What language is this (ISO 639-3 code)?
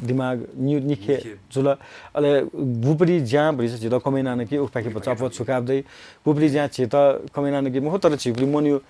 new